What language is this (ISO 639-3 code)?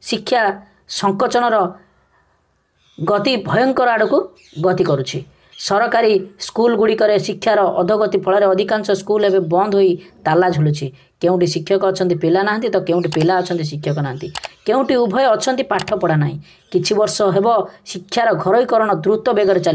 ori